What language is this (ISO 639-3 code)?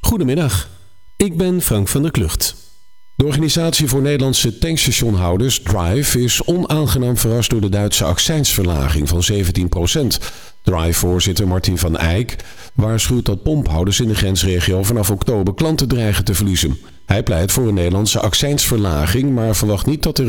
nld